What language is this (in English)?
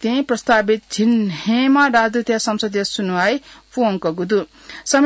Newari